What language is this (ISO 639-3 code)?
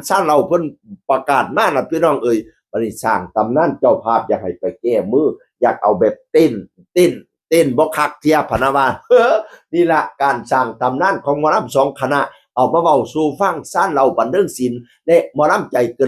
tts